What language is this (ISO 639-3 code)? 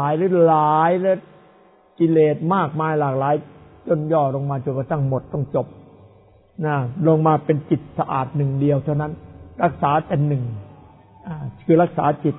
tha